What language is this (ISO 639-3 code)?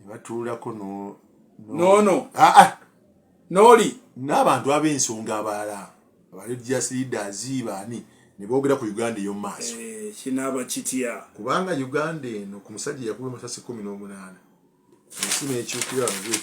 lug